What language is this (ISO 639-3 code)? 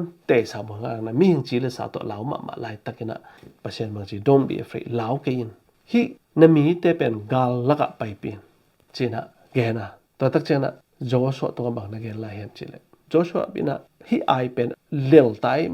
ctd